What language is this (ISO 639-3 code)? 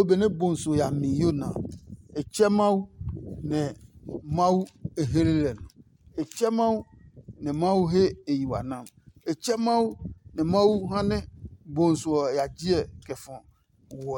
ada